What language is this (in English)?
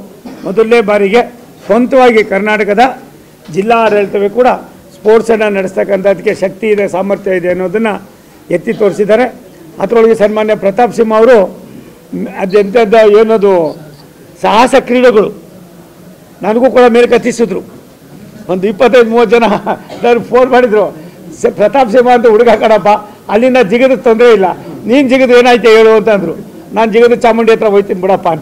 Kannada